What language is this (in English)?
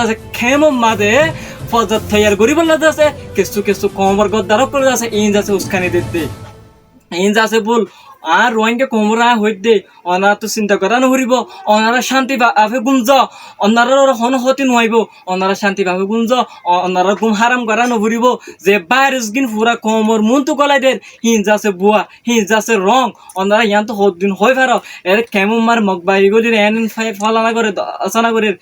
Rohingya